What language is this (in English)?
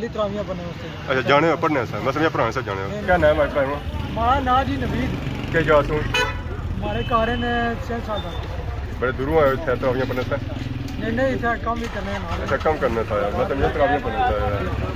Pahari-Potwari